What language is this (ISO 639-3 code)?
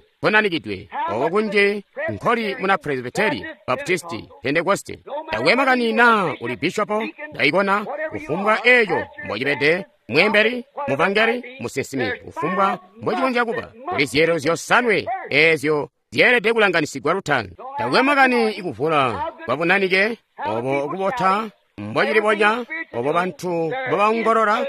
toi